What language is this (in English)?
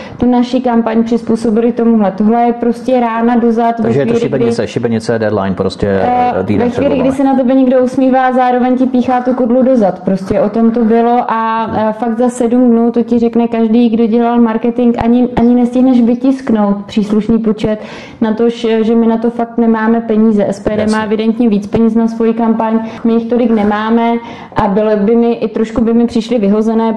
Czech